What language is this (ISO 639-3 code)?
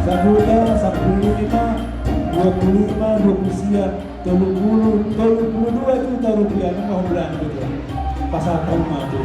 bbc